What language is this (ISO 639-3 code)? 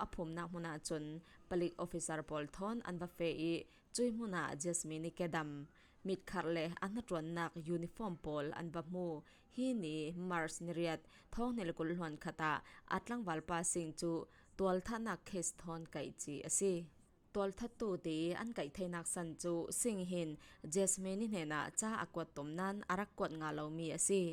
cfm